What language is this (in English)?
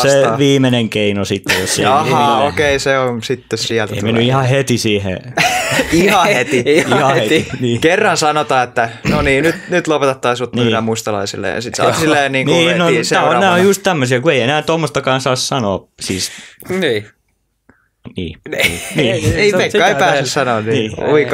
Finnish